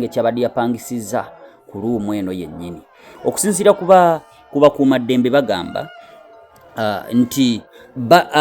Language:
Ganda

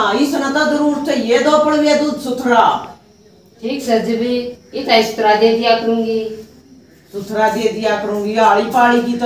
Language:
Haryanvi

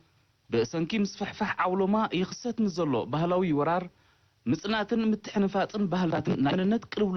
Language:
Tigrinya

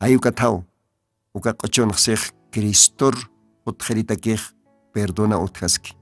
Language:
Aymara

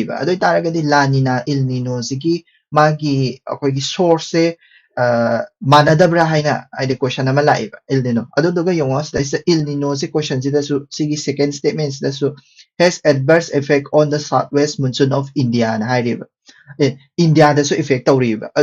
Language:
Manipuri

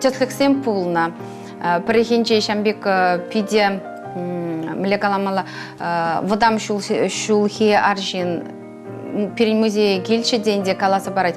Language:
Chuvash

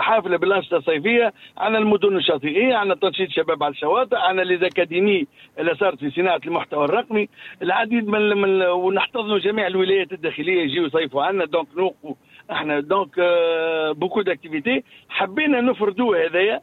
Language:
Tunisian Arabic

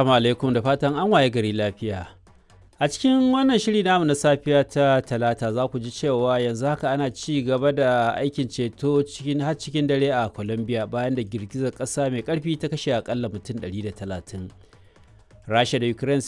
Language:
Hausa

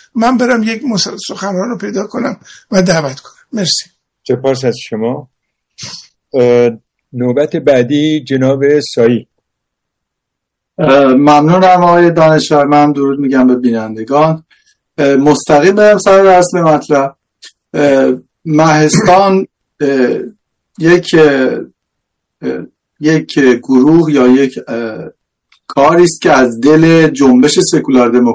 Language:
Persian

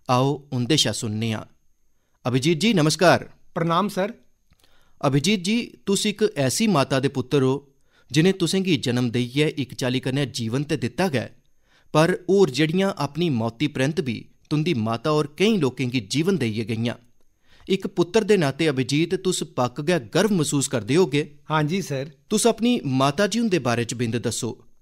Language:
Dogri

